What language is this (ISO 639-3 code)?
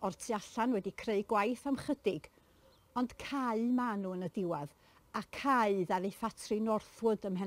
cym